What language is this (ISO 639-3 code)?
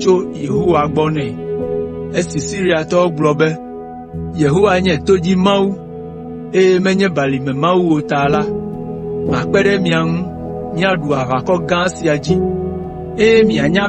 ewe